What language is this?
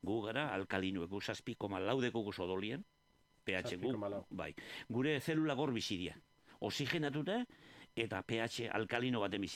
Basque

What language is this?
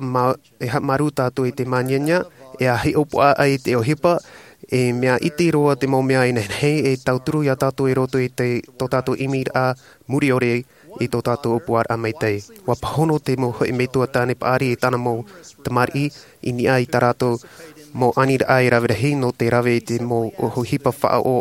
Tahitian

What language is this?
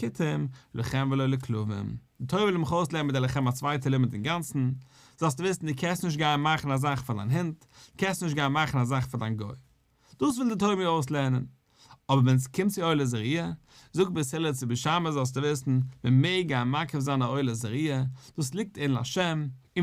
Yiddish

